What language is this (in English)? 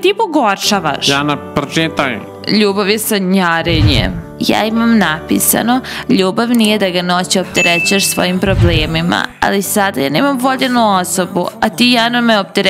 Serbian